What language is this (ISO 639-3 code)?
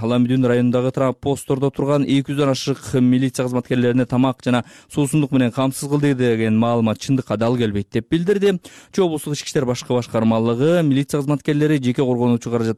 kir